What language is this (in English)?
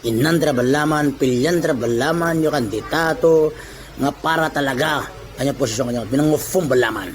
Itawit